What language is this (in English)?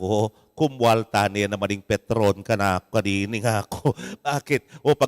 Pampanga